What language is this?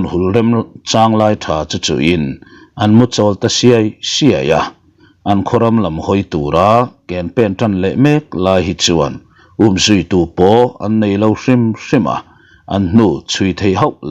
Mizo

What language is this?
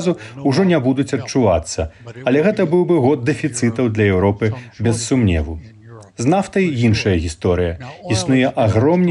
Belarusian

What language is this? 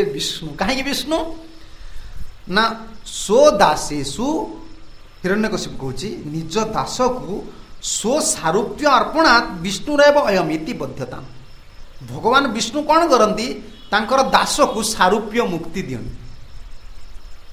Odia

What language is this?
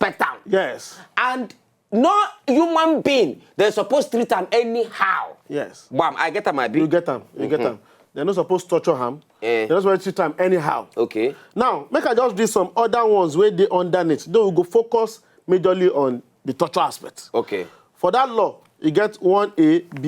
Nigerian Pidgin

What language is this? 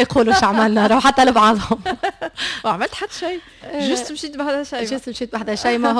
Tunisian Arabic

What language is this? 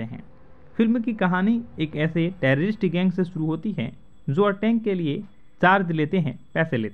Hindi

